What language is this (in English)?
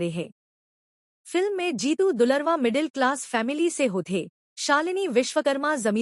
Chhattisgarhi